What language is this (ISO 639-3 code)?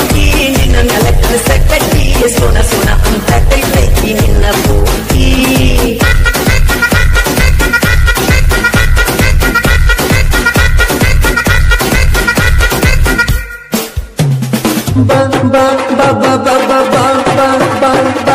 kan